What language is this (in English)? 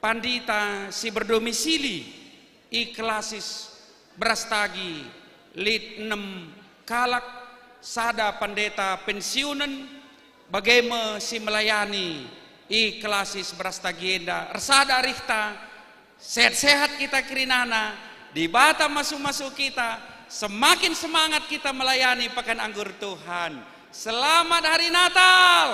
Batak Karo